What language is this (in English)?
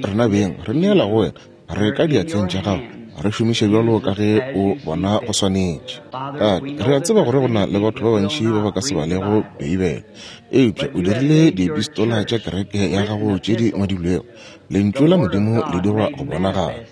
Northern Sotho